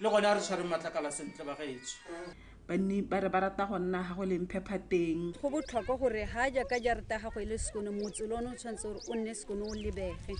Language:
Tswana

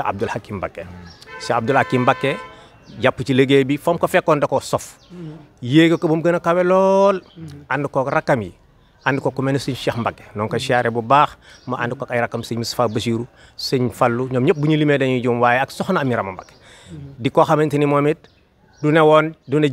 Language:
Wolof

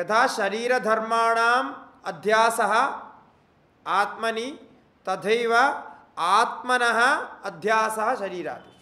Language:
Sanskrit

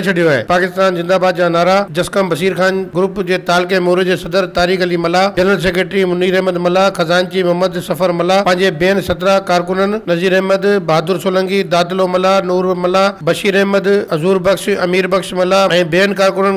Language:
Sindhi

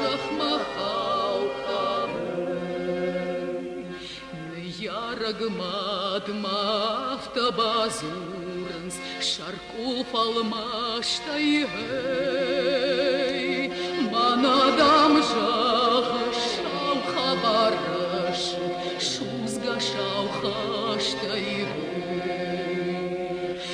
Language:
Ossetic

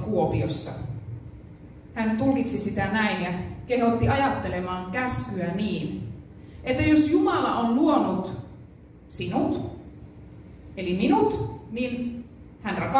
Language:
Finnish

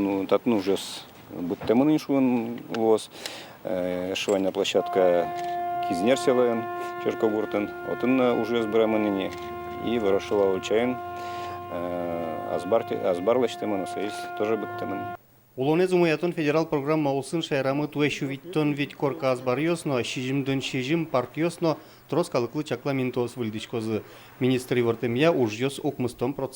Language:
Udmurt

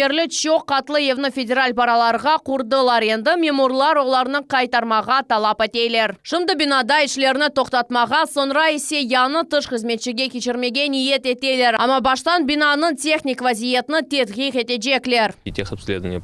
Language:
Crimean Tatar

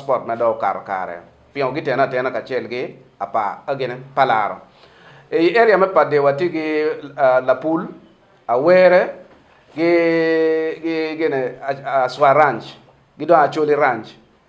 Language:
Acoli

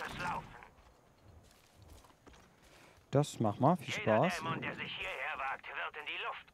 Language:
German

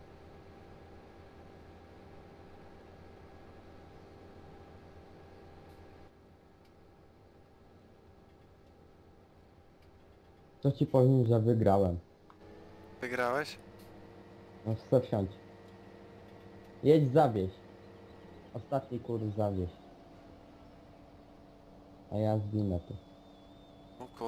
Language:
Polish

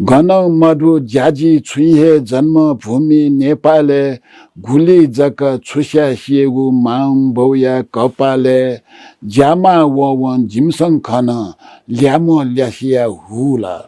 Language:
Newari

